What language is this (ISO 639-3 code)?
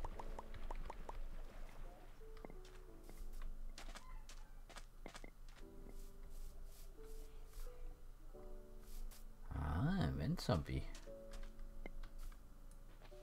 dan